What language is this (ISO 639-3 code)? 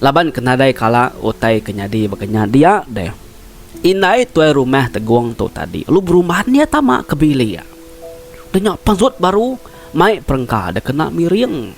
iba